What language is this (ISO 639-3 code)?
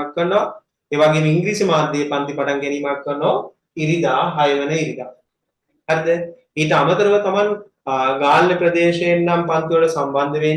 sin